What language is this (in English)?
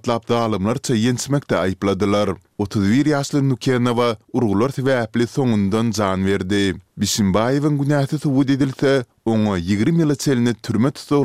Turkmen